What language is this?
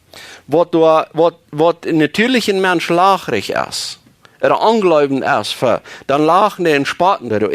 Plautdietsch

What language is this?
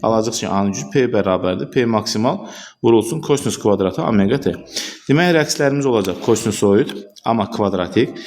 Azerbaijani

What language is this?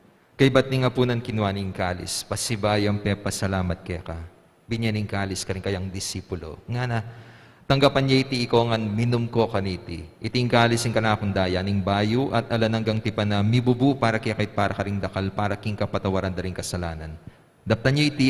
Pampanga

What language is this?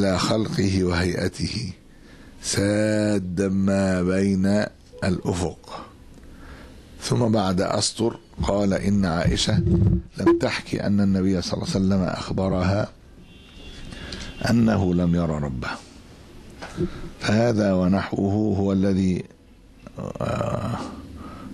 Arabic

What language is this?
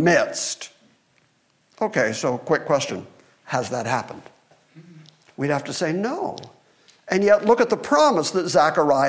English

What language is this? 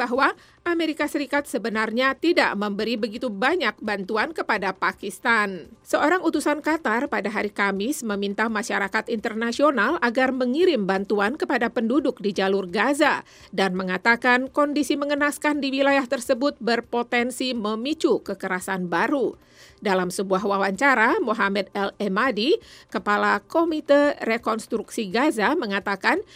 Indonesian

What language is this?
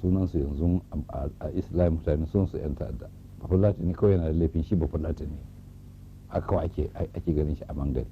Hausa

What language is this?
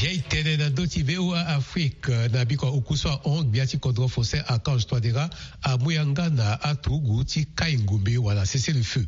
Sango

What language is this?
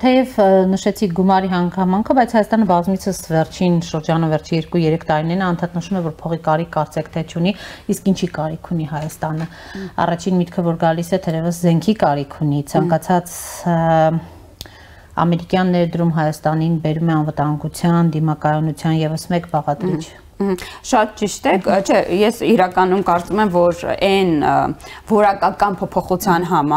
Armenian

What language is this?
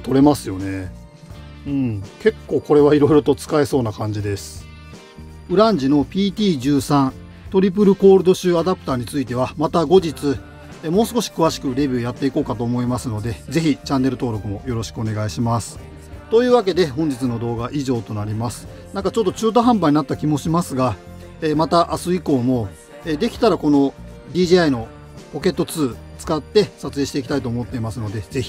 Japanese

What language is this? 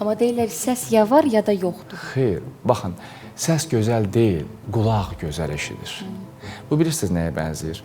Azerbaijani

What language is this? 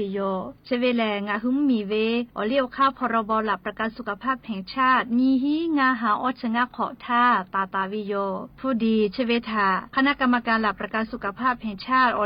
Lahu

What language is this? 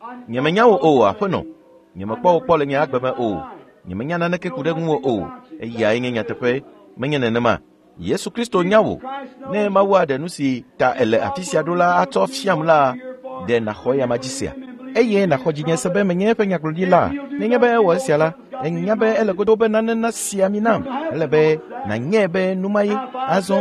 Ewe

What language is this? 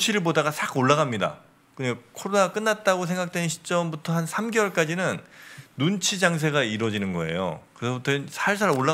Korean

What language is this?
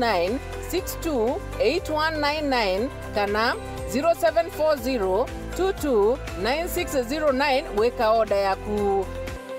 Meru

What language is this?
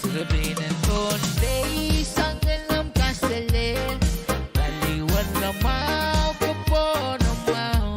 Pohnpeian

